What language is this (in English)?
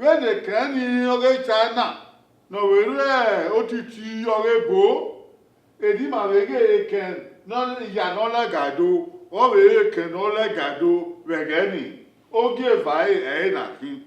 Bini